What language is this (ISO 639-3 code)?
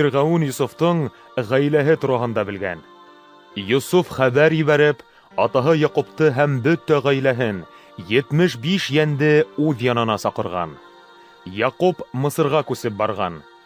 bak